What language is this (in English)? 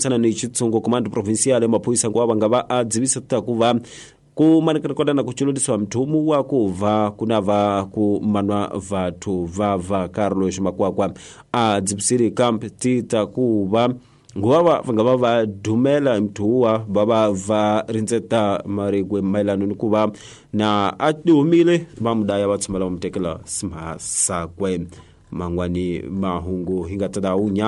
Tsonga